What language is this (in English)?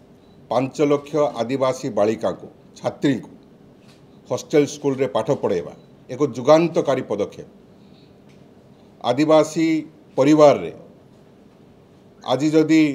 Odia